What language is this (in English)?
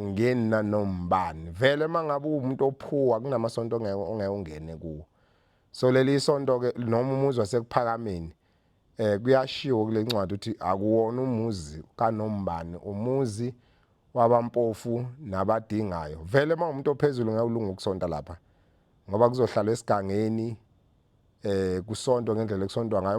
Zulu